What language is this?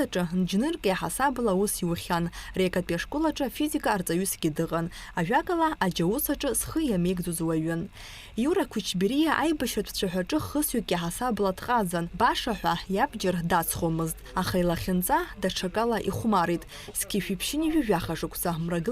Abkhazian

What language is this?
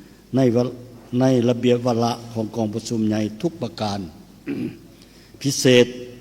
Lao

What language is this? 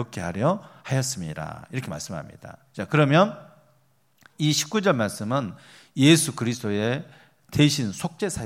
Korean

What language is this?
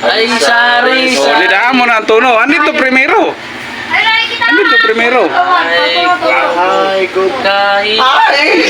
Waray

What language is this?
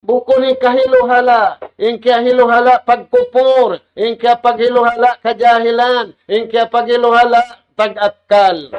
Tausug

